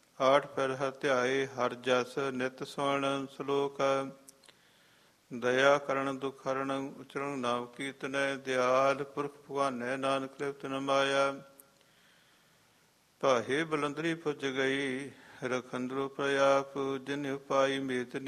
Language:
Punjabi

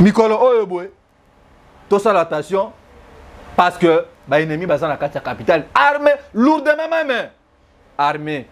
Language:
Lingala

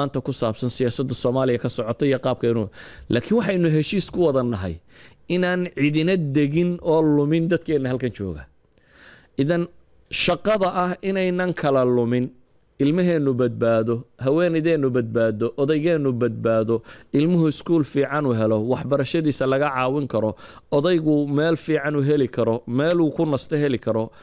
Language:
Somali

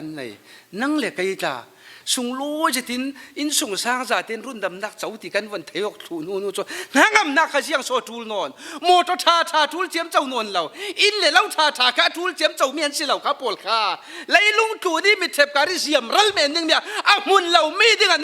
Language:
Falam Chin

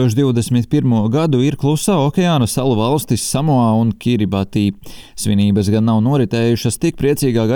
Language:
Latvian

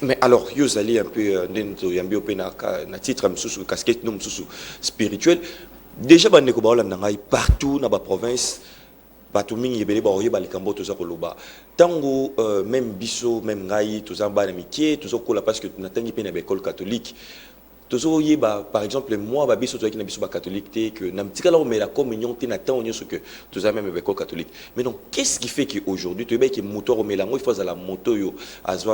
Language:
Lingala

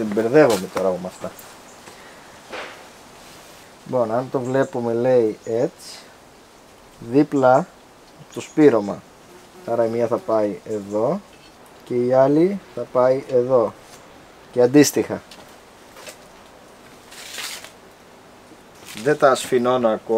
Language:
Greek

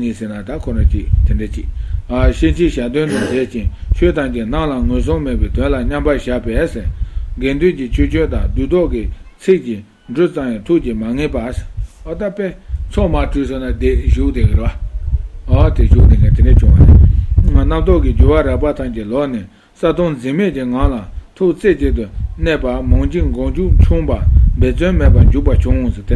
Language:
Tibetan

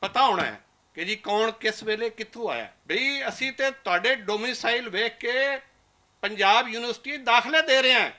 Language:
Western Panjabi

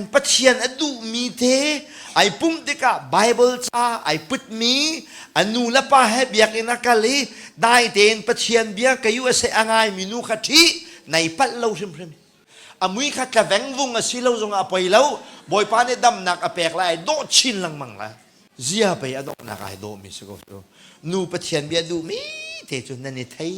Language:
Hakha Chin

